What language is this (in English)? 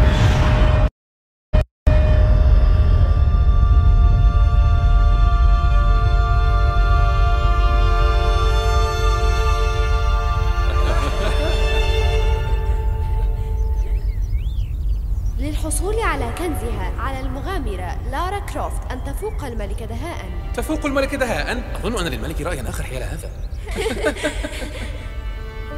Arabic